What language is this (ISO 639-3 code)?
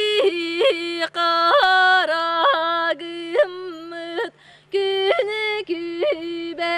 sah